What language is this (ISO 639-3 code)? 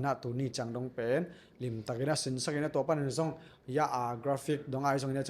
ctd